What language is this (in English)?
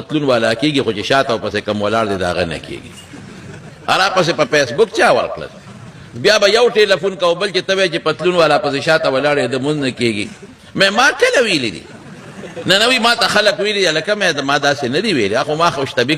Pashto